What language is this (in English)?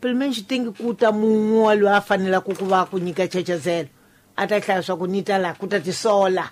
Tsonga